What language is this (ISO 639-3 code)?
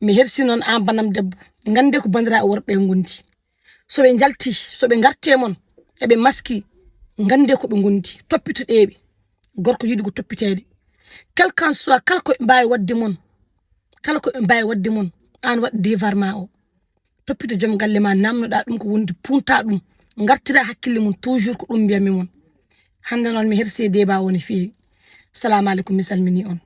ful